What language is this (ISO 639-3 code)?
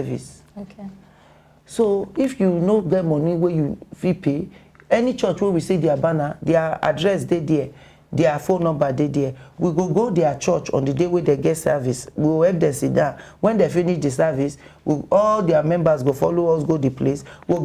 pcm